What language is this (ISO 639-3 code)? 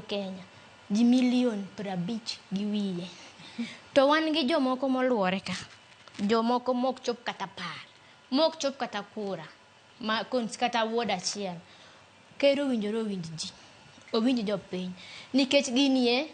luo